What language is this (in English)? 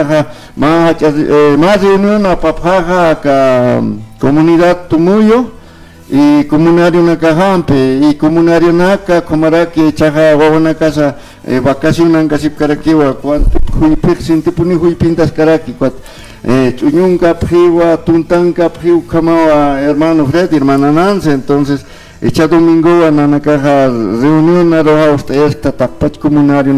Aymara